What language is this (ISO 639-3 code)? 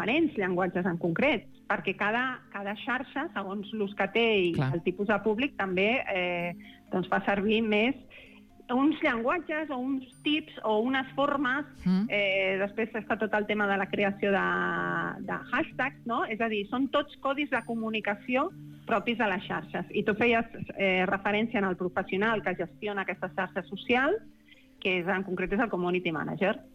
cat